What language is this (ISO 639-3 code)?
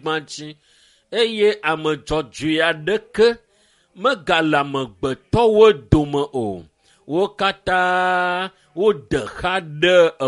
ewe